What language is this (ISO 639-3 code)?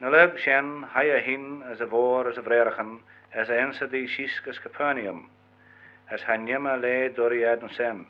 glv